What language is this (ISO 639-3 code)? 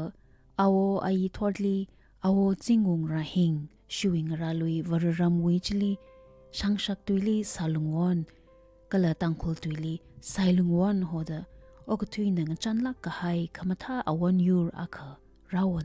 nmf